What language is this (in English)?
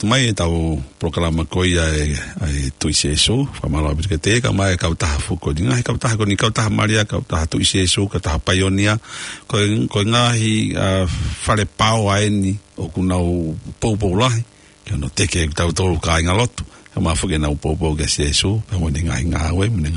Tongan